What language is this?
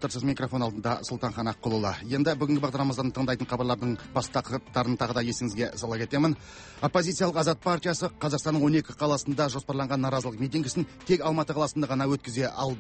Kazakh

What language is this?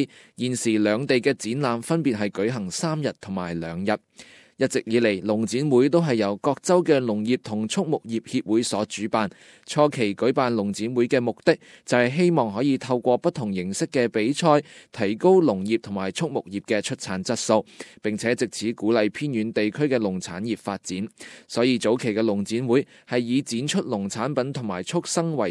Cantonese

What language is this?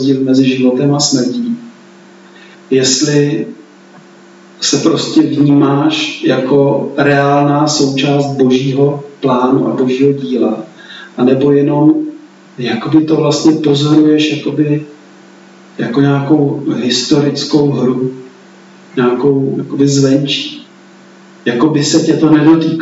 Czech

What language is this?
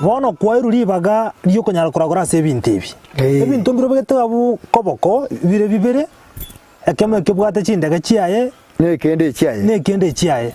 Gusii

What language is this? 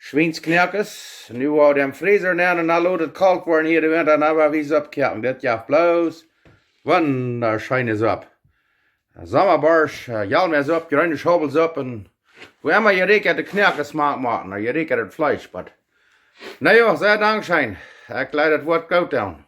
Plautdietsch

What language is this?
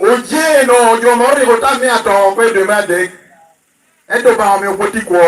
Lango (Uganda)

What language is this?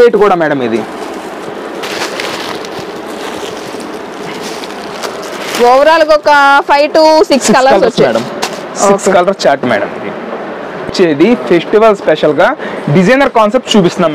Telugu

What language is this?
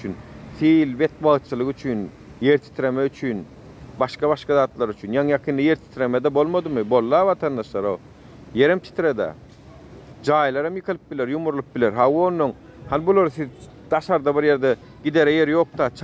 Turkmen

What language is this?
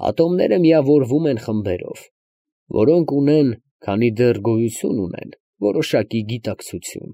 Armenian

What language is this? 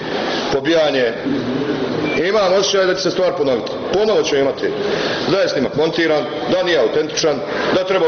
Bosnian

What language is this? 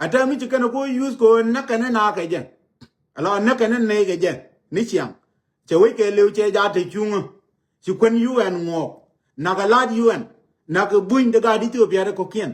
Nuer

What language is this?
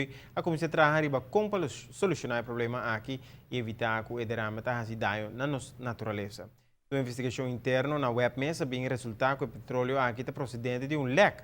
Papiamento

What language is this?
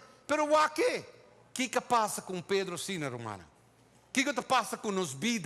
Papiamento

